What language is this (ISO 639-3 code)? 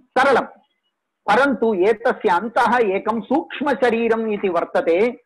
san